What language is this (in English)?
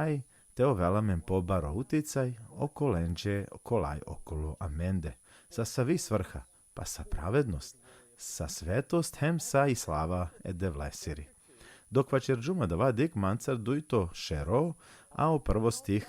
Balkan Romani